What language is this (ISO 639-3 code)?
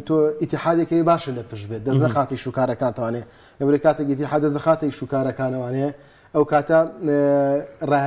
ckb